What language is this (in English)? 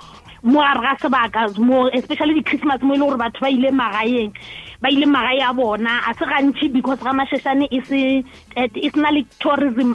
Northern Sotho